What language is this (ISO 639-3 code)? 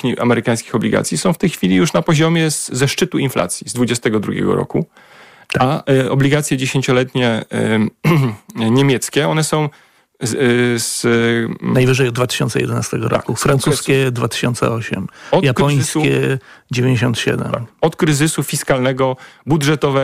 pol